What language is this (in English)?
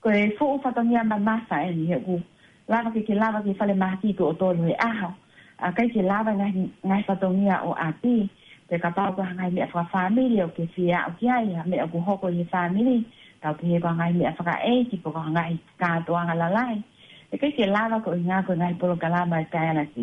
Tongan